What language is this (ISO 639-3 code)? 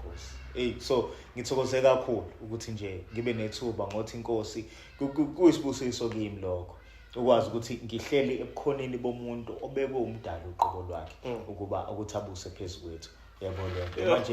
zul